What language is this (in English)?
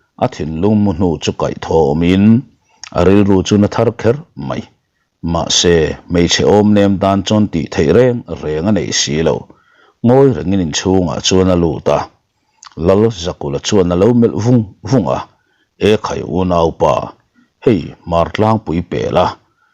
Mizo